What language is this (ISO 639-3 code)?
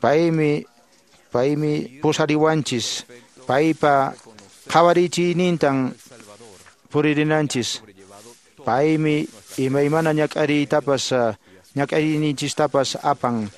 que